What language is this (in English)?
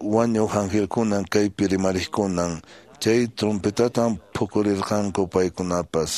Quechua